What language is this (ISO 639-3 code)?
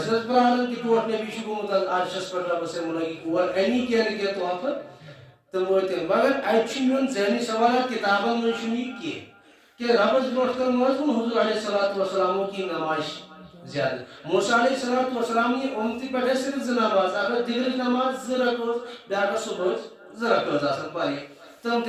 kas